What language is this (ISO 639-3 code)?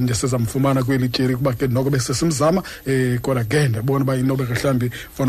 xho